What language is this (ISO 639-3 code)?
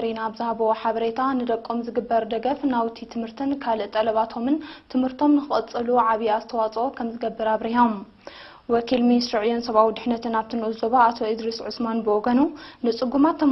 tir